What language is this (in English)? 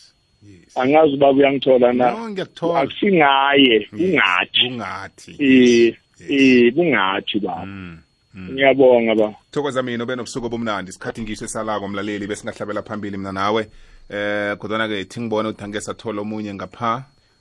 South Ndebele